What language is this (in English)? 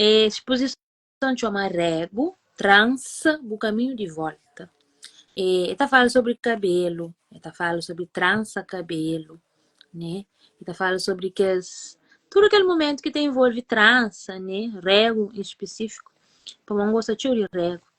Kabuverdianu